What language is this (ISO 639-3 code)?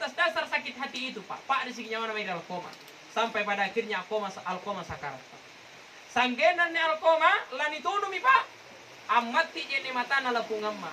mak